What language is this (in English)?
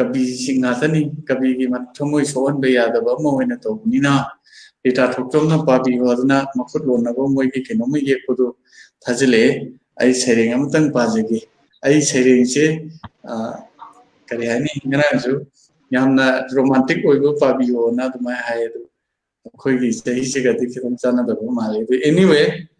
Manipuri